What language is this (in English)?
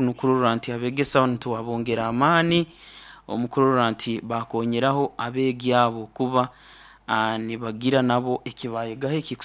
Nyoro